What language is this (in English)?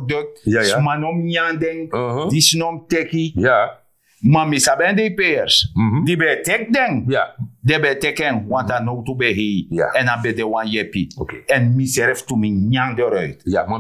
Sranan Tongo